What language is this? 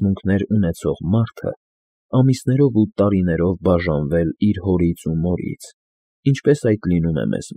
Armenian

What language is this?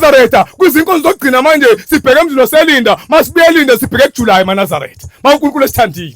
Zulu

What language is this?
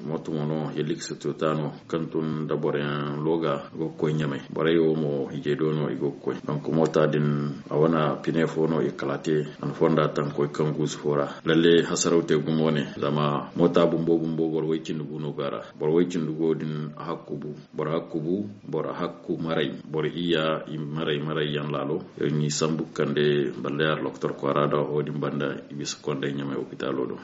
Zarma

